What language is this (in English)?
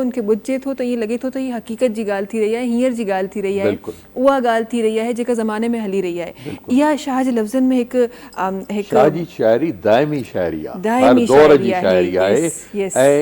Sindhi